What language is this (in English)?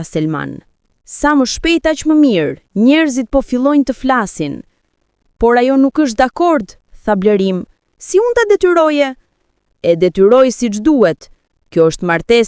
Albanian